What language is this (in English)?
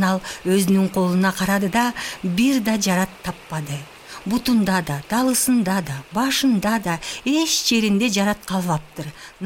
Kyrgyz